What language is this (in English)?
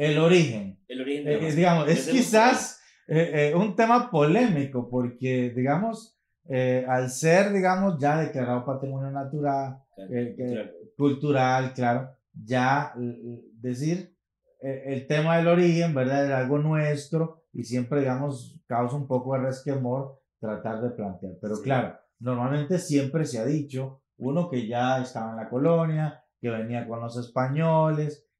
Spanish